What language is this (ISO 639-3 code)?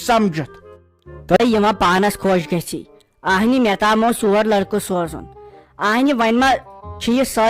kas